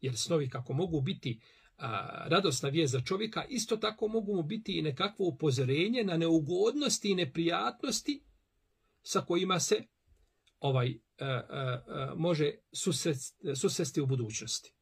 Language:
Bosnian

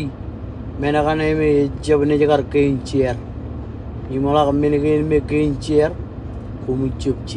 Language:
Marshallese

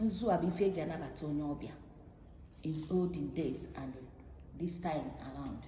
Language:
Igbo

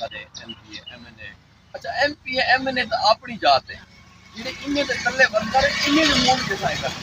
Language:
Saraiki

